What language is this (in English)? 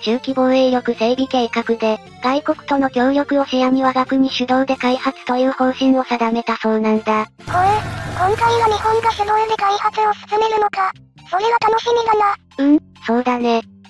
Japanese